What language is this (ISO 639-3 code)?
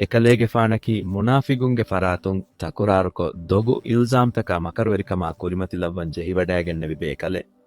div